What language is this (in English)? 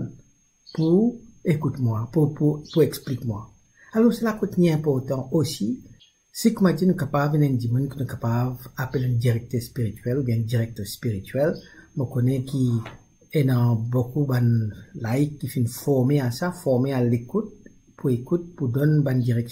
Morisyen